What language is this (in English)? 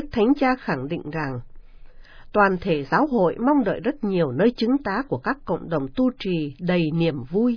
Vietnamese